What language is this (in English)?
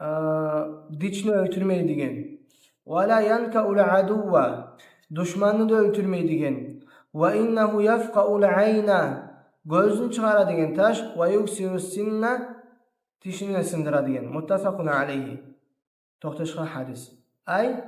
Kumyk